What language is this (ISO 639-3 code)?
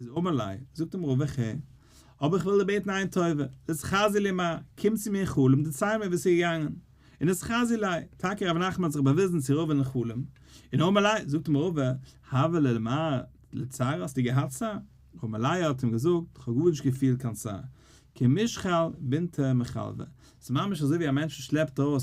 yid